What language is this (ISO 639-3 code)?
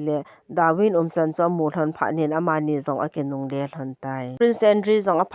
tcz